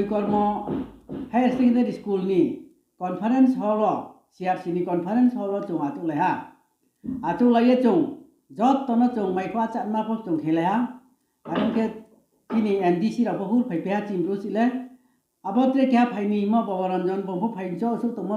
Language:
Riang (India)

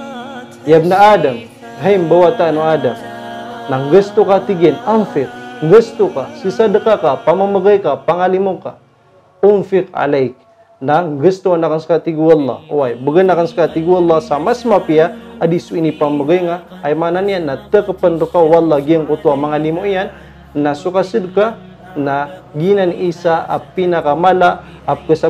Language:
Maranao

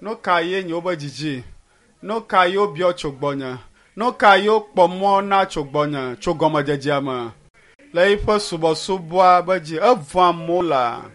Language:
Ewe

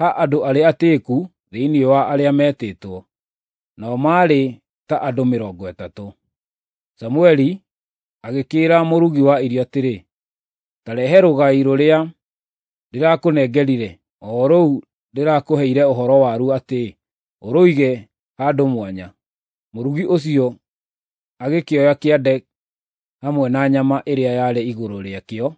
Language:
Kikuyu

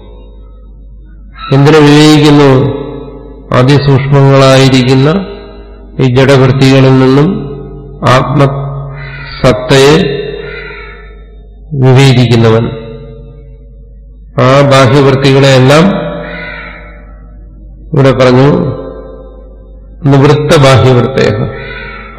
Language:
Malayalam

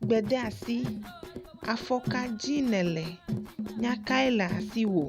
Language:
Ewe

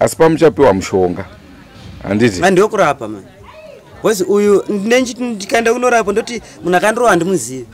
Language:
Shona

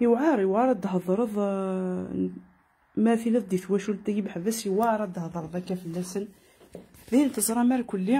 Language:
Kabyle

